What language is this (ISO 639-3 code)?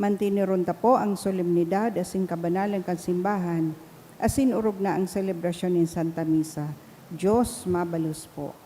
bik